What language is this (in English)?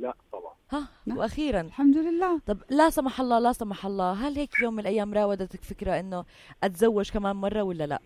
North Levantine Arabic